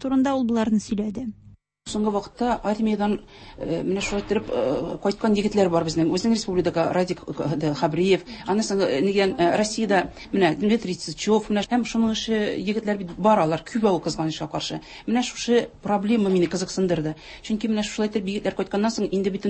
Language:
Tatar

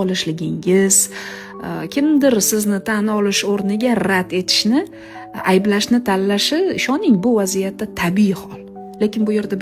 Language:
Uzbek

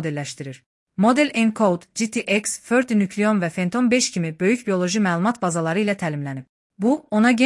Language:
Azerbaijani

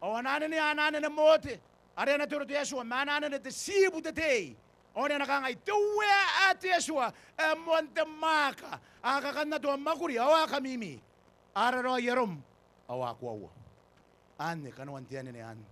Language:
Gilbertese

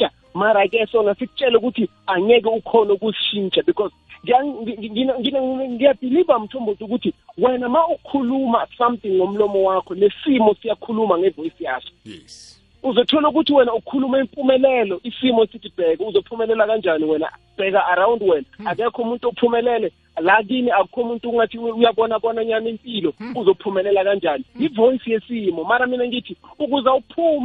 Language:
South Ndebele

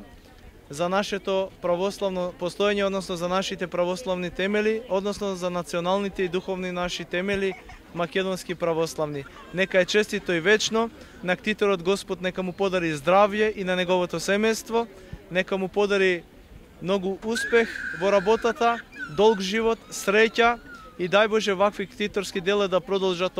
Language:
Macedonian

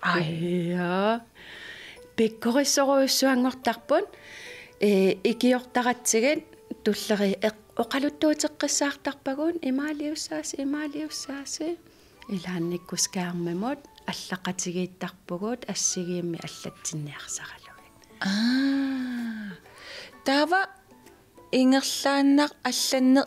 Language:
Kalaallisut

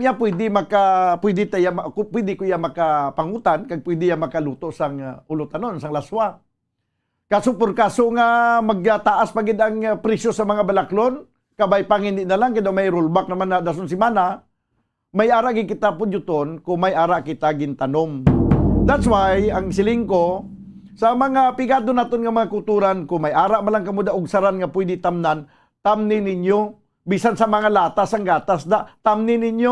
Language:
Hiligaynon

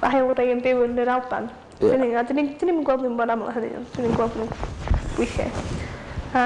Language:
Welsh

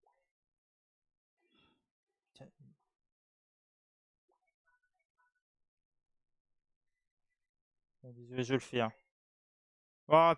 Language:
French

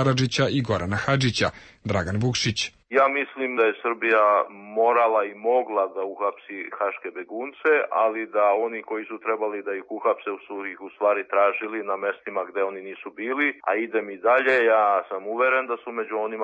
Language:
Serbian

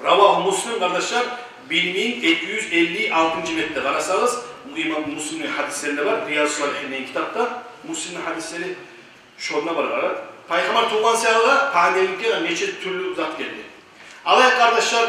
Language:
Kumyk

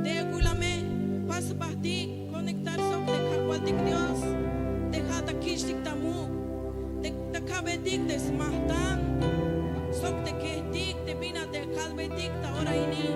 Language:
Tzeltal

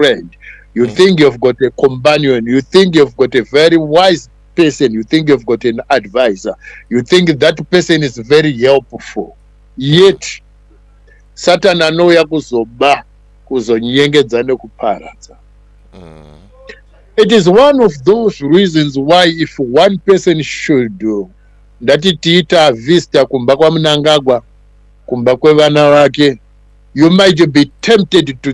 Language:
Shona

